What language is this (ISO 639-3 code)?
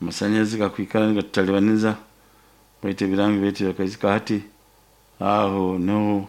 nyo